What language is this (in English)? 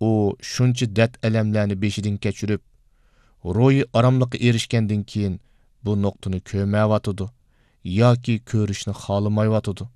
Uyghur